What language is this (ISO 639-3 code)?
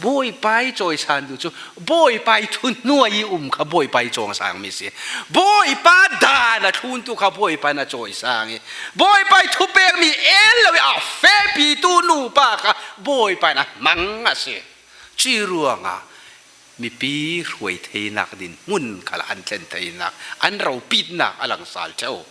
cfm